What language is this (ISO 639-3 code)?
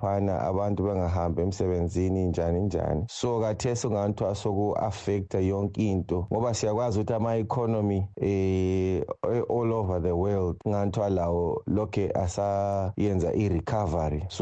nde